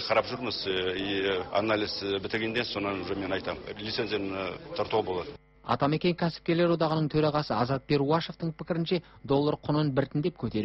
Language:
Kazakh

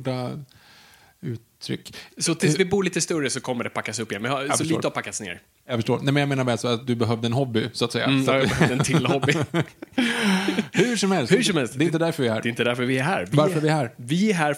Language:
Swedish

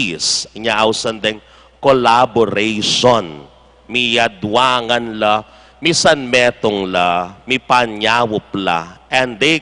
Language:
Pampanga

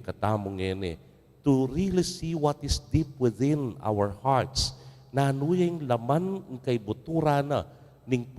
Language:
Pampanga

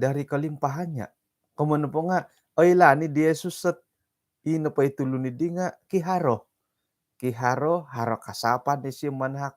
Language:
Central Dusun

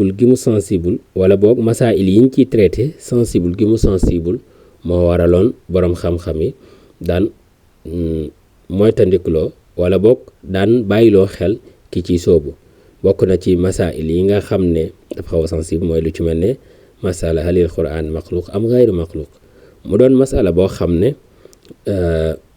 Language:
Wolof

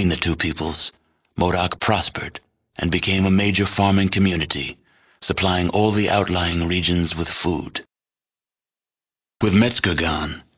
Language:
English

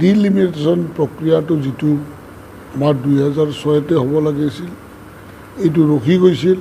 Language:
Assamese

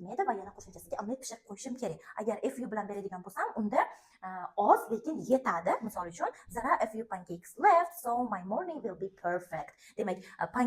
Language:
Uzbek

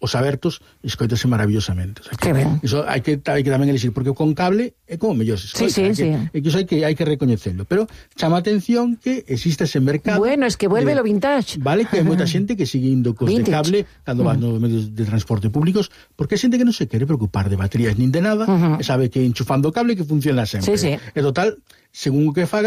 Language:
Galician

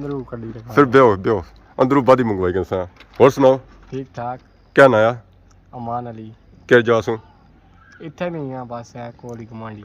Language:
Pahari-Potwari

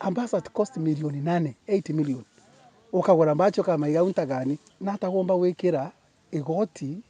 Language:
Meru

